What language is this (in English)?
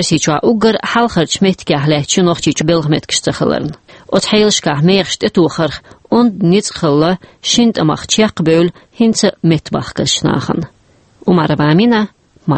Chechen